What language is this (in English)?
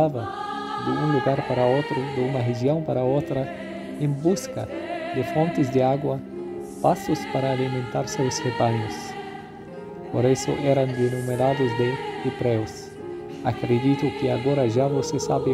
Portuguese